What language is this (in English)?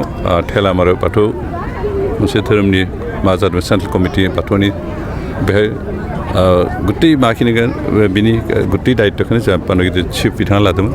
Bodo